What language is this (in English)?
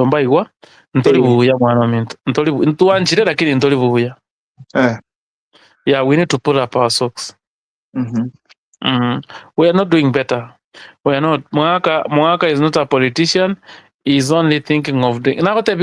Gusii